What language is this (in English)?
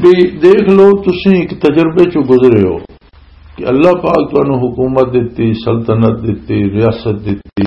Western Panjabi